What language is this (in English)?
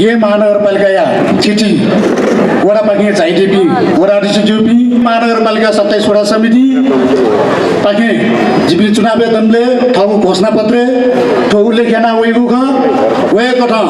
Newari